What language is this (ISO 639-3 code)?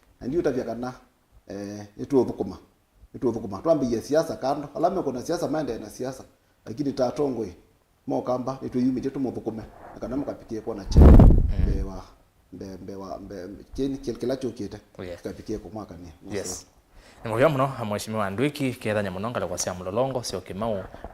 kam